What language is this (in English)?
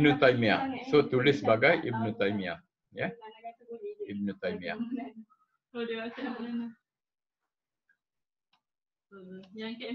Malay